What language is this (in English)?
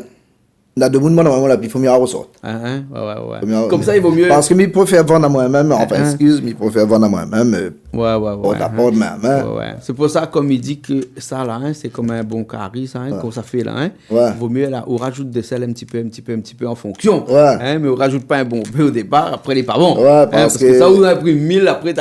Réunion Creole French